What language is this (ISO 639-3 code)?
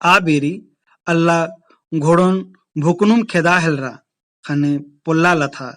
kru